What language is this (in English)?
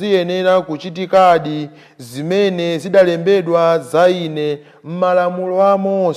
Nyanja